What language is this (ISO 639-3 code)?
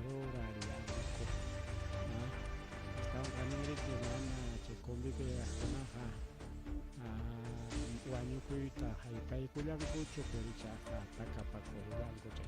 quy